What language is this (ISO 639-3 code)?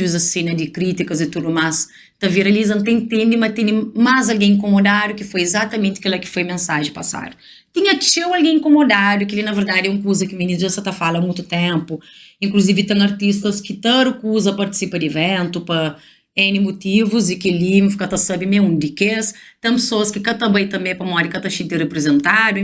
kea